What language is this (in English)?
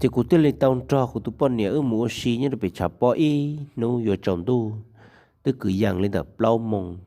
Hmong